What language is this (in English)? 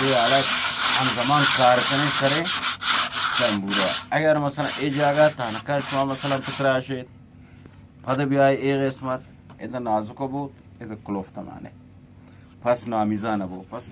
Eastern Balochi